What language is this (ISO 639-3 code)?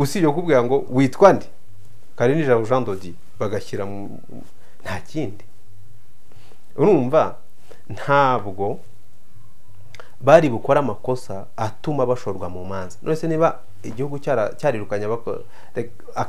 kin